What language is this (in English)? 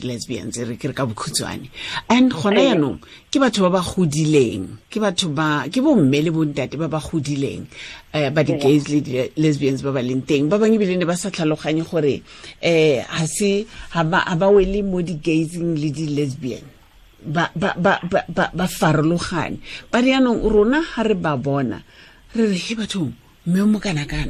Tswana